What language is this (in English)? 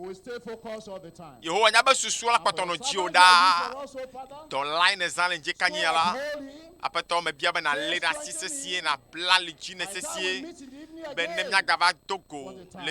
Ewe